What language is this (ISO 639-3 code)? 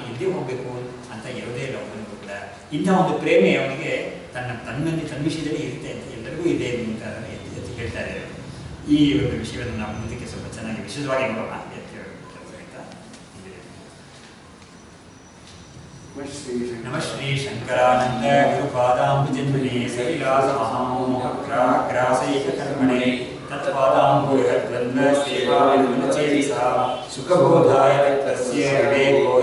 kan